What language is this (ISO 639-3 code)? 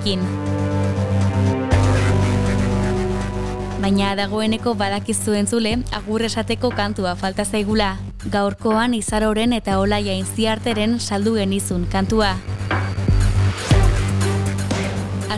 eus